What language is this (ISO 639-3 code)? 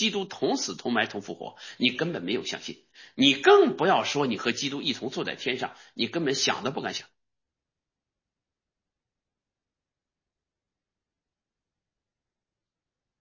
zho